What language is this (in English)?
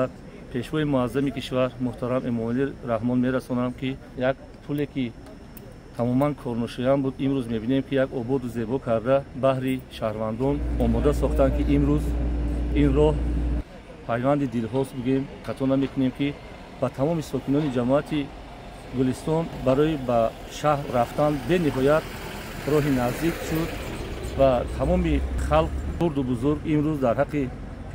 Tajik